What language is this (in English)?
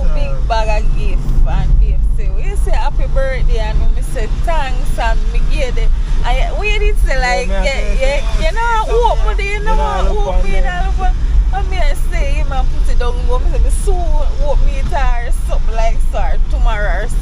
Jamaican Creole English